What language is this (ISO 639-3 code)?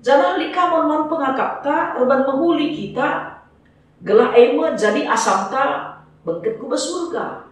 btx